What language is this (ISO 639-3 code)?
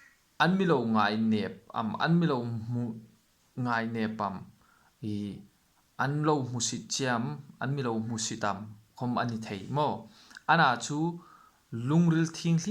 hmr